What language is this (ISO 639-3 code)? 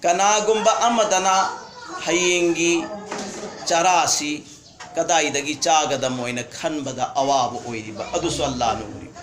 mni